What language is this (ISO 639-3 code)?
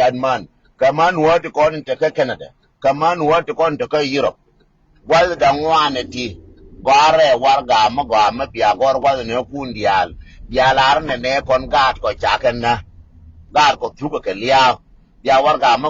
nus